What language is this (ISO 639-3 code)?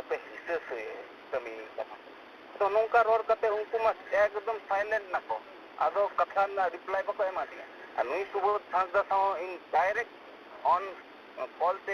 sat